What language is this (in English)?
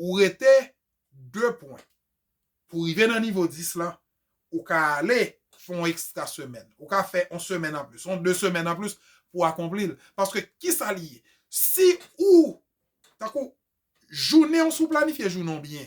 Haitian Creole